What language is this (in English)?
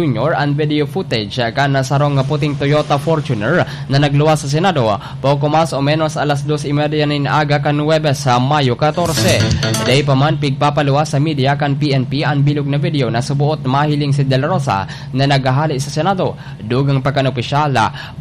Bikol